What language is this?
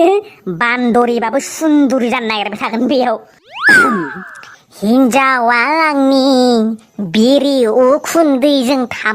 Bodo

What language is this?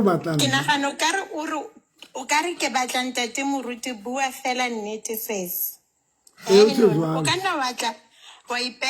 Southern Sotho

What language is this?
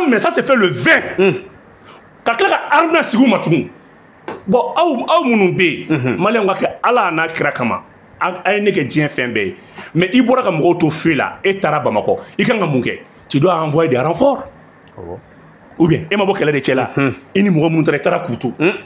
Bambara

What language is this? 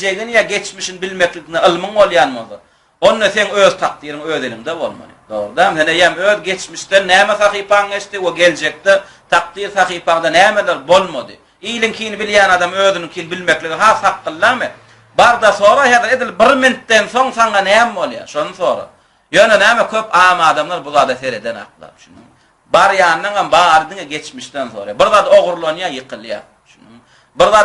Turkmen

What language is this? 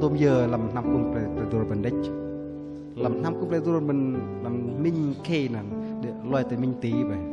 Bahnar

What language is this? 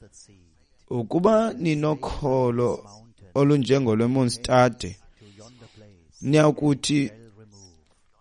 Xhosa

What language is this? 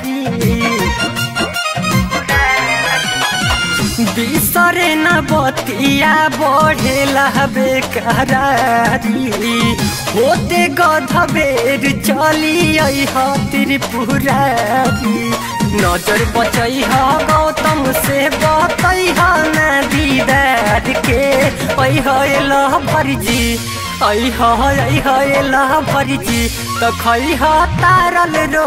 Bhojpuri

